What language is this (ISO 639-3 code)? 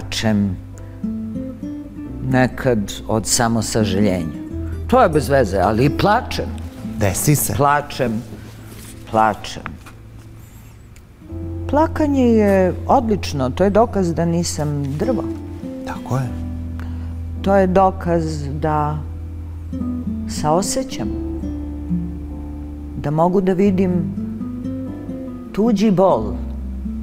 srp